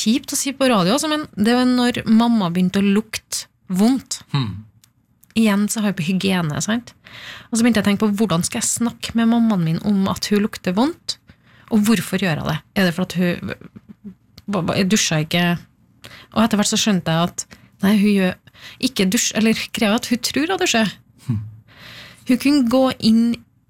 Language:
Norwegian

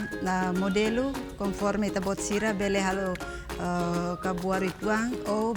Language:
Tetum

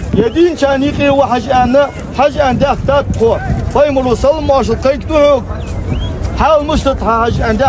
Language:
Ingush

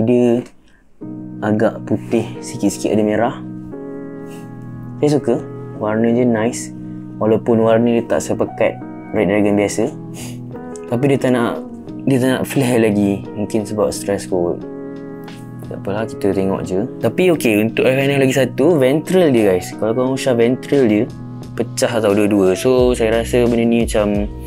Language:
Malay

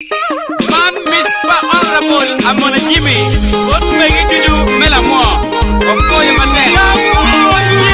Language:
Acoli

